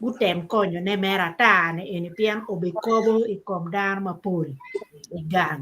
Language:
Acoli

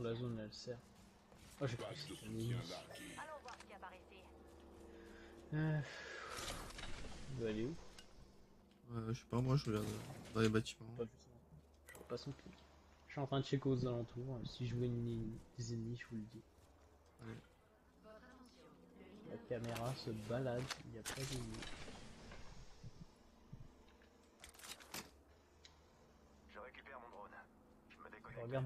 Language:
French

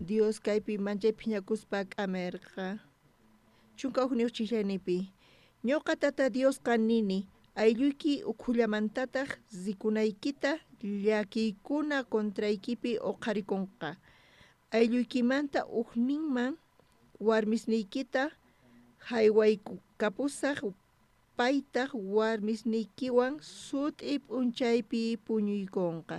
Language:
South Bolivian Quechua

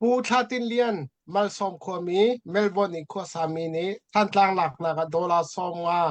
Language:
Hakha Chin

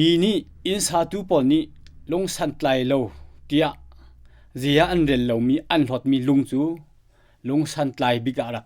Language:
Hakha Chin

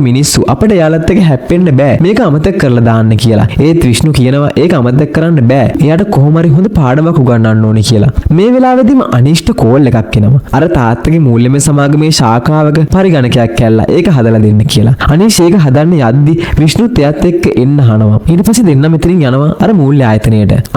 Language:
Sinhala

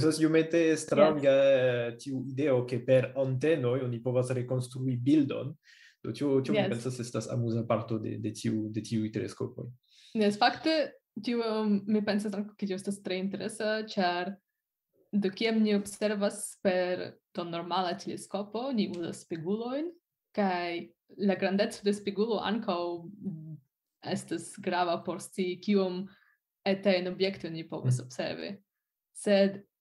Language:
Esperanto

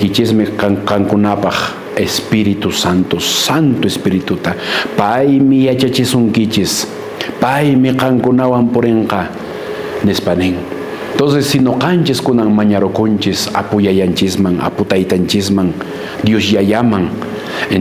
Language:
Quechua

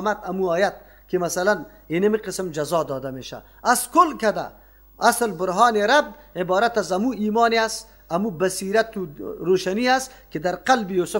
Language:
Persian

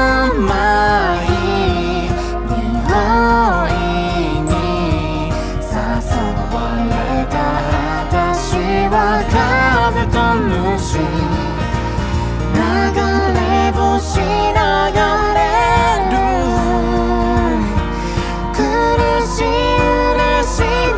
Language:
Japanese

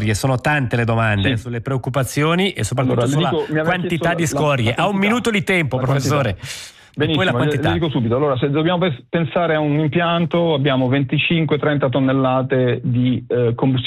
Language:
Italian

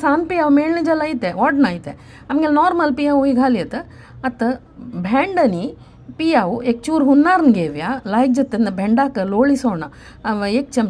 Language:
Konkani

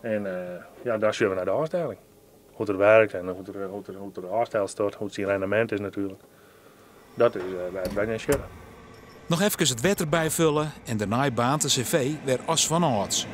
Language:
Western Frisian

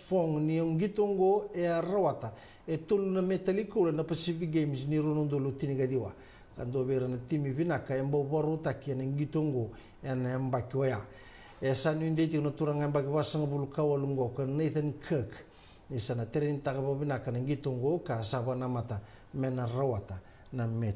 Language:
Fijian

